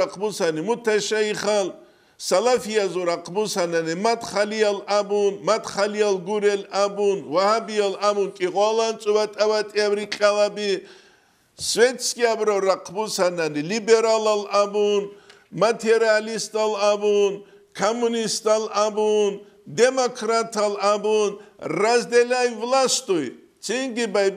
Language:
Avaric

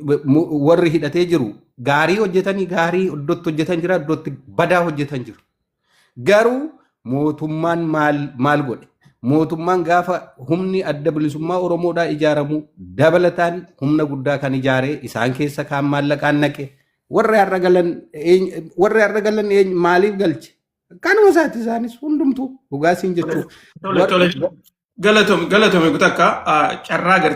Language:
Oromo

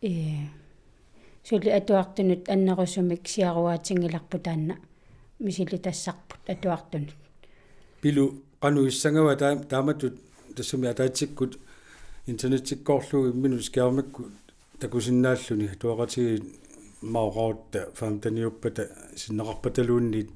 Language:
Kalaallisut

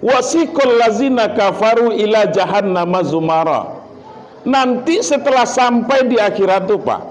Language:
Minangkabau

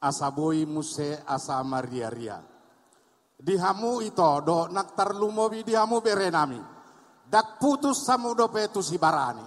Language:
Batak Toba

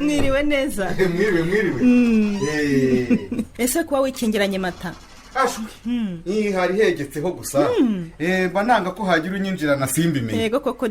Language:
Kinyarwanda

